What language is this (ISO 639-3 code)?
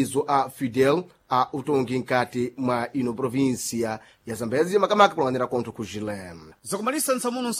seh